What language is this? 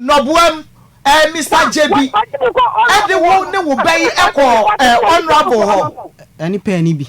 Akan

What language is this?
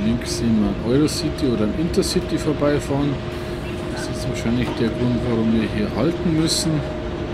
German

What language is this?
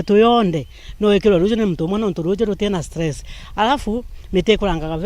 Meru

